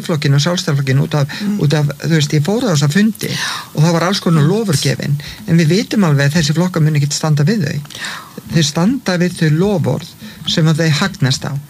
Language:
Icelandic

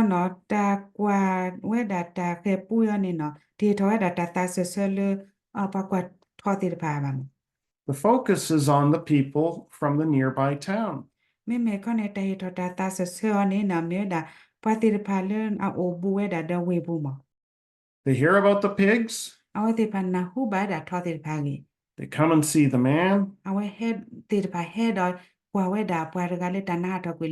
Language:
S'gaw Karen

